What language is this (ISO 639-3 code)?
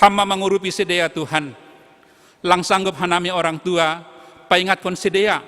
bts